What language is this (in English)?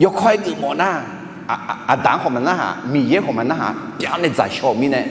Akha